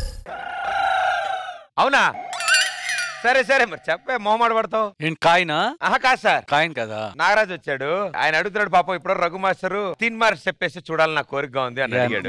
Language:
Telugu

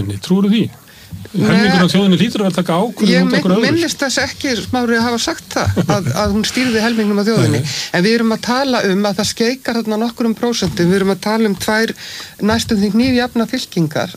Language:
Icelandic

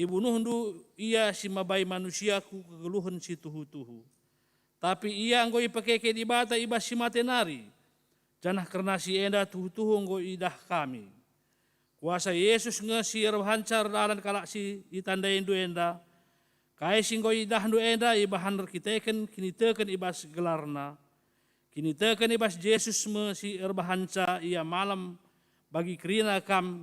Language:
Batak Karo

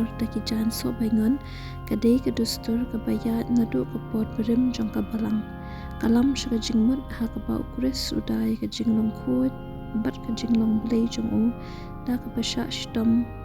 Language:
Khasi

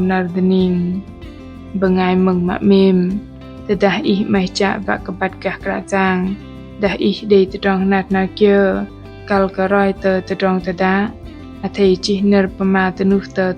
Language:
Bahnar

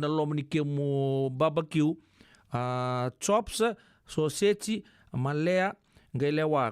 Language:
Fijian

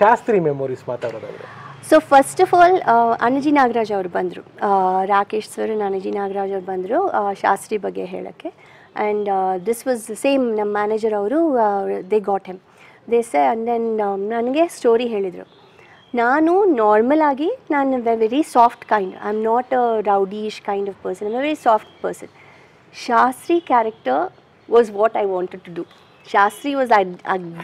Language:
Kannada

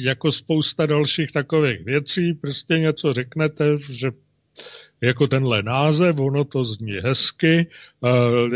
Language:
Czech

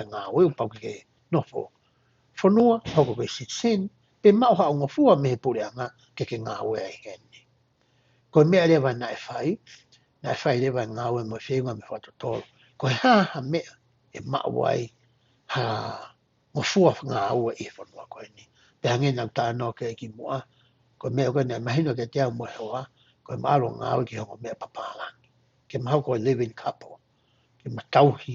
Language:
Tongan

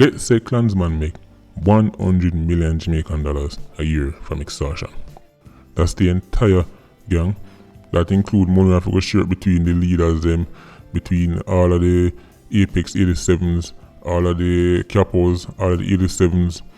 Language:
Jamaican Creole English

